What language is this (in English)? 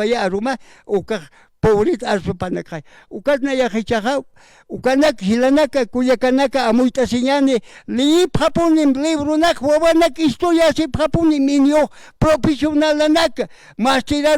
Aymara